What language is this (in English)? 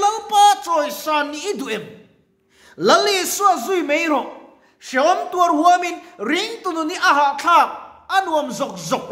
Mizo